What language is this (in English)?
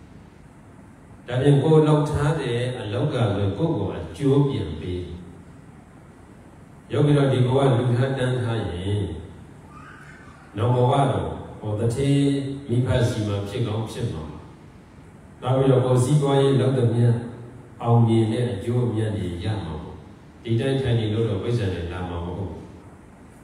Burmese